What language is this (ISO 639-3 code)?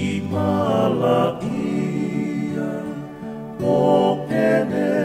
ton